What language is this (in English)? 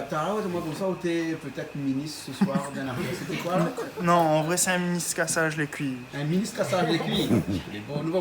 Réunion Creole French